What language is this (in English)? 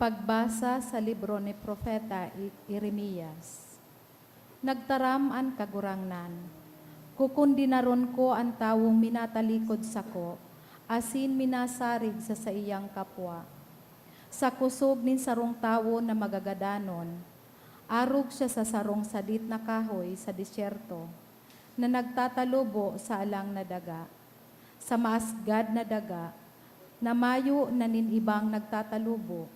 Bikol